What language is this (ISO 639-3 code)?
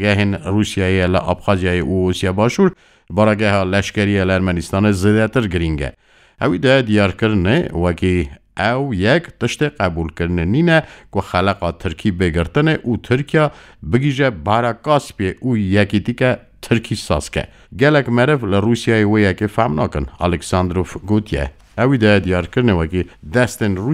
kur